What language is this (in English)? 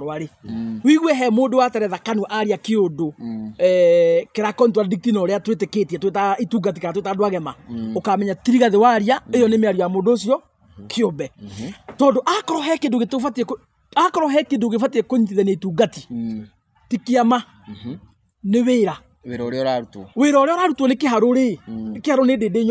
Kikuyu